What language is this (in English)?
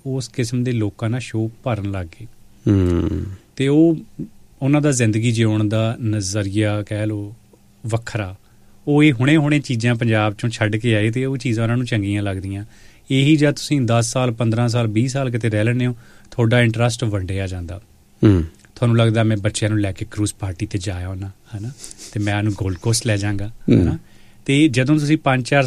Punjabi